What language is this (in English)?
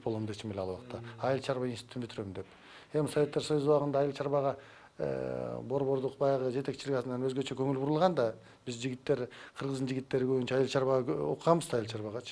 Kyrgyz